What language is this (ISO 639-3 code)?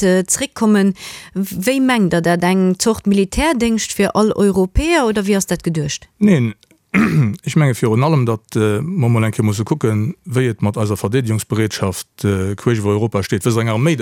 ltz